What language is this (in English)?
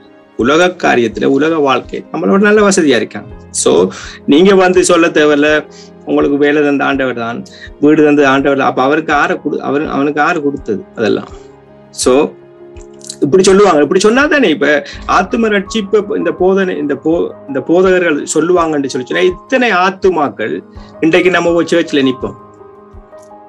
Tamil